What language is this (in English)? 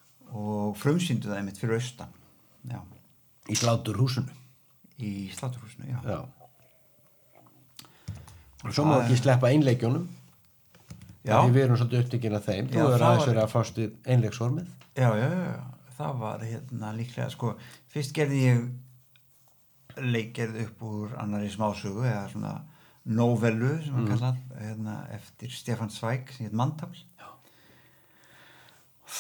Icelandic